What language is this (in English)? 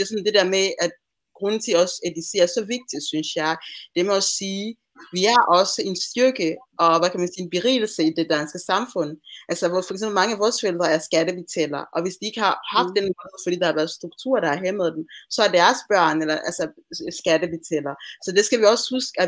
Danish